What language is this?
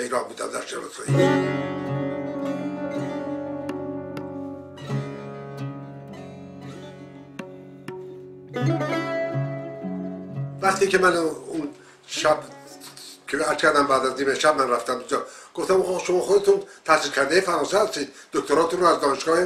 Persian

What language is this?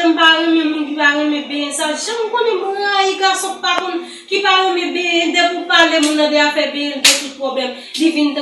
Haitian Creole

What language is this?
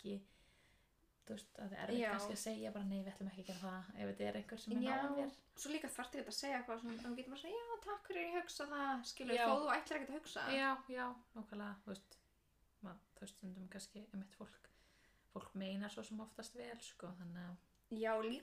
Icelandic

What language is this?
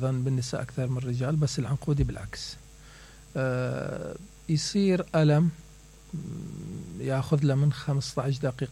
Mesopotamian Arabic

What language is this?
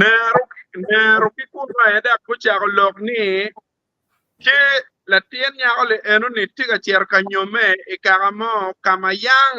Acoli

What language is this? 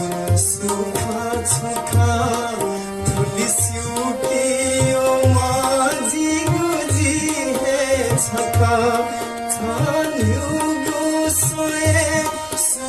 Newari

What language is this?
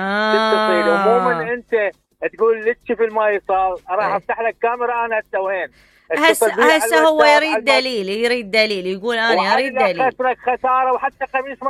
Mesopotamian Arabic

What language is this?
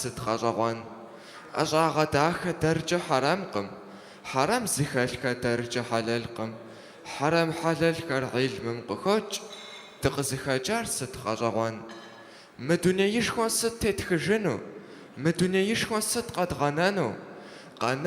Kabardian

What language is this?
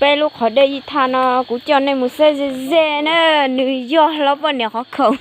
Hmong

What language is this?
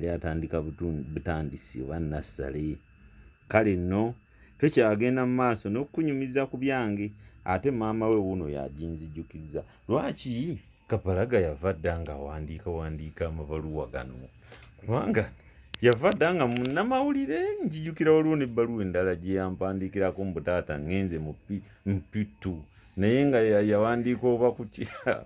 Ganda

